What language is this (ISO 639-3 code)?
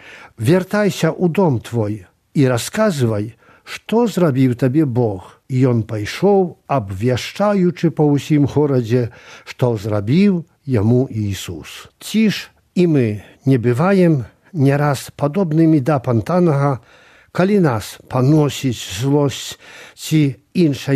bel